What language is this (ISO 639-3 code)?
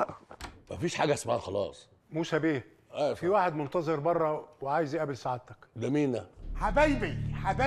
arz